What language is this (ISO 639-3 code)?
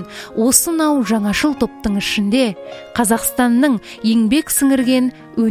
kaz